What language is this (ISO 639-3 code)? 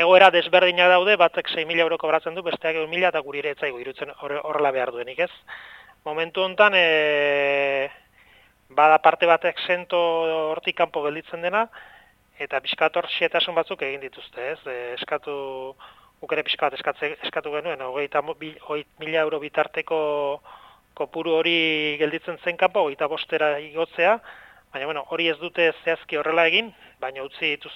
eus